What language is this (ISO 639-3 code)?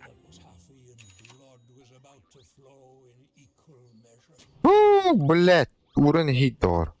sah